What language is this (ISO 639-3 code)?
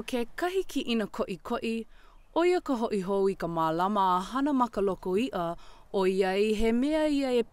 haw